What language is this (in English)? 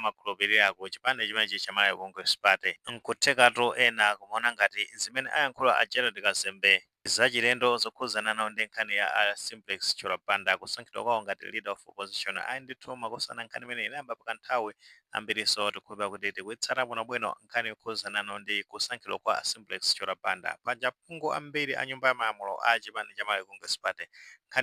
Nyanja